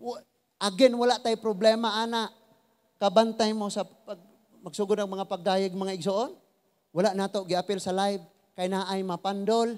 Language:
Cebuano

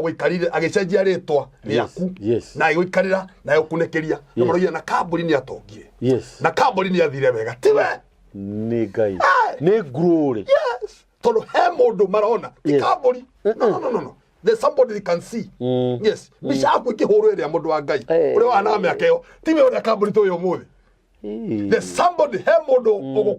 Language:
Kikuyu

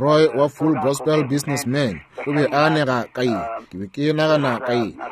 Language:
Northern Sotho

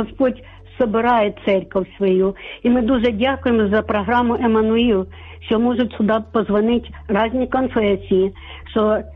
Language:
Ukrainian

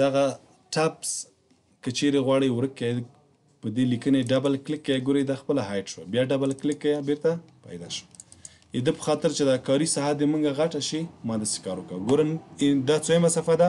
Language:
Pashto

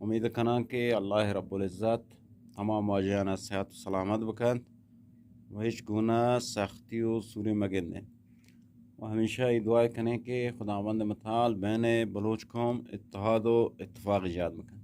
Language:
Eastern Balochi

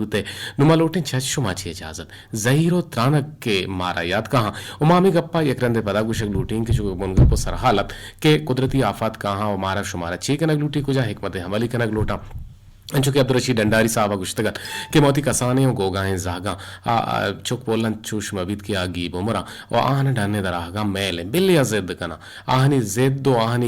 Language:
Eastern Balochi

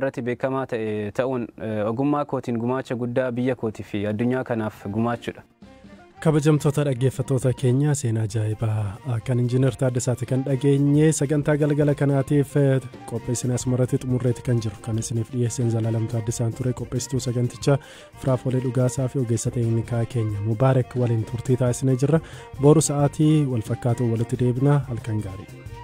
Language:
Oromo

